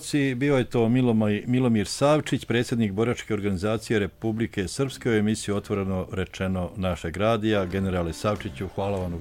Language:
Bosnian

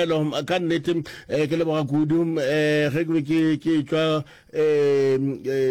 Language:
Northern Sotho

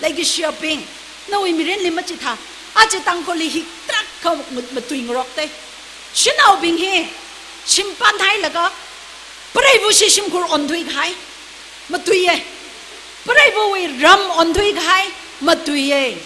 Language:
Tangkhul Naga (India)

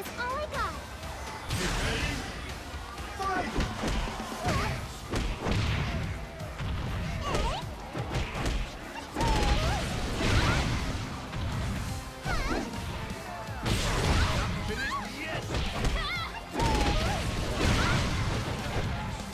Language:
English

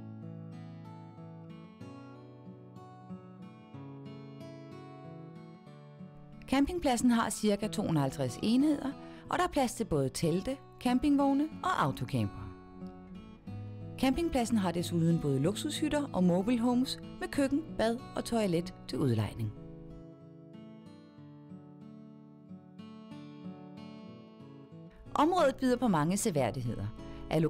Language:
Danish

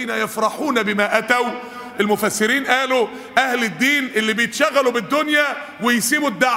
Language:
Egyptian Arabic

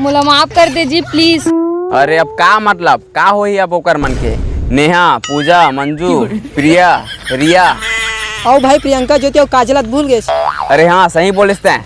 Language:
Chhattisgarhi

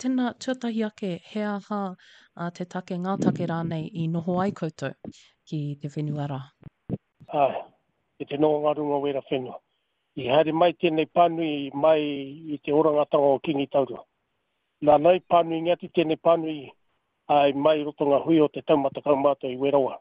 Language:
Māori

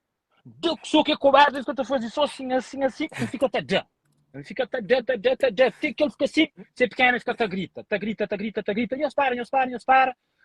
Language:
Kabuverdianu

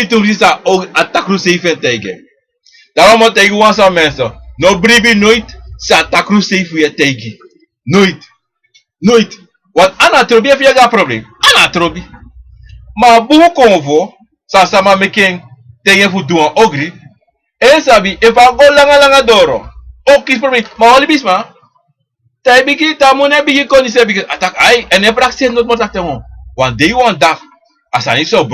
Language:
Sranan Tongo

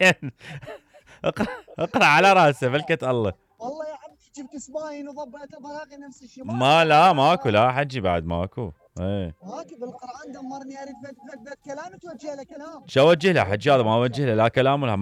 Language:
Mesopotamian Arabic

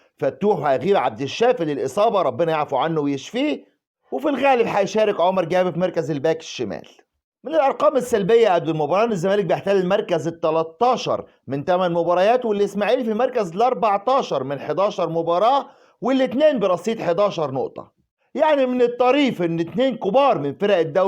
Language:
Egyptian Arabic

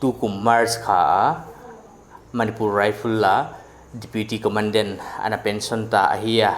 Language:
Paite Chin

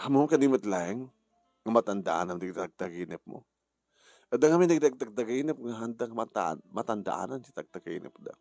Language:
Iloko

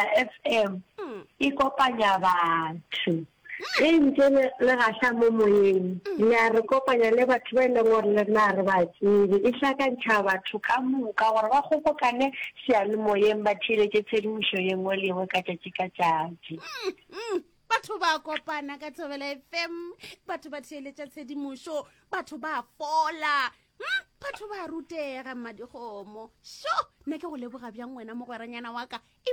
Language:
Northern Sotho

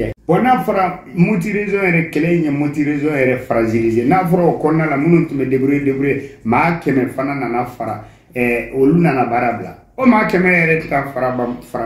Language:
Bambara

